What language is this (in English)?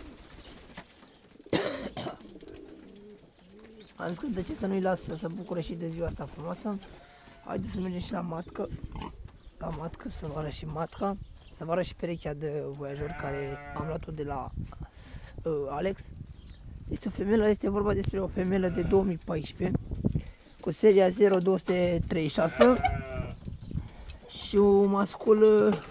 Romanian